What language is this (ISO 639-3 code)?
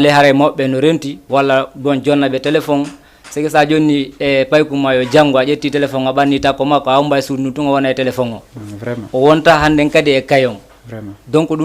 ful